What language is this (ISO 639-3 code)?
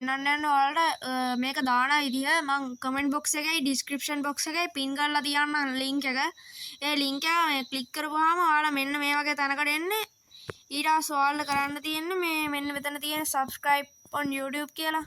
sin